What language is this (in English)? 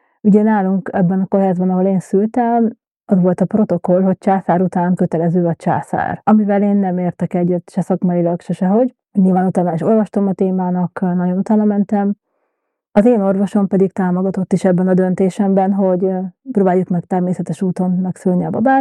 Hungarian